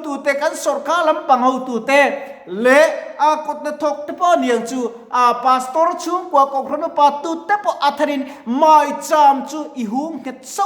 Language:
Mizo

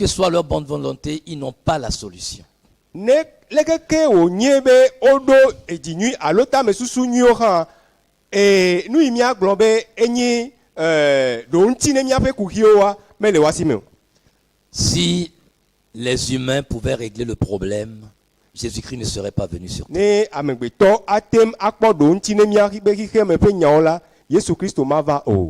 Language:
Ewe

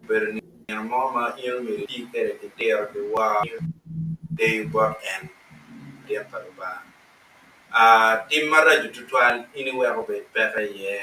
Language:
Acoli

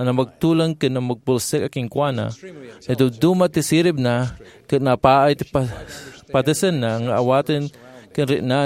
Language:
Iloko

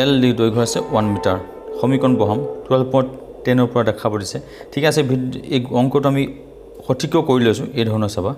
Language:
Assamese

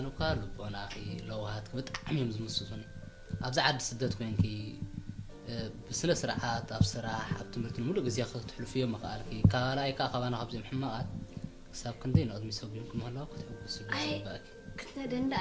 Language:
Tigrinya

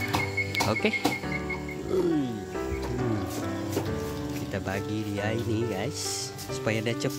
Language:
Malay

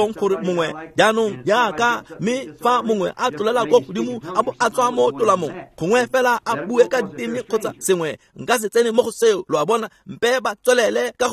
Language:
Tswana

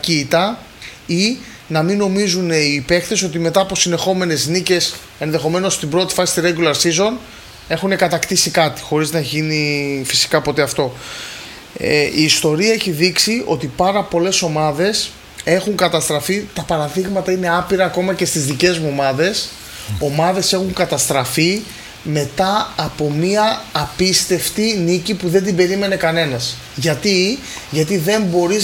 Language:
Greek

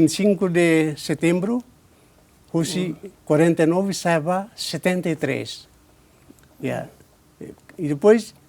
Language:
Tetum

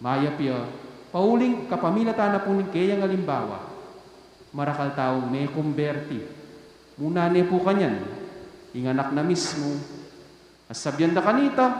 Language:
Pampanga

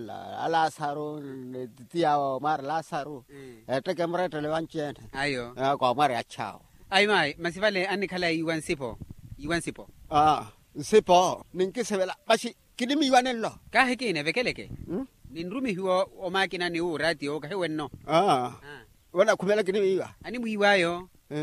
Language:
Makhuwa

